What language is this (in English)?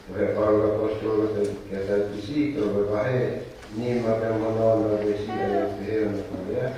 Tongan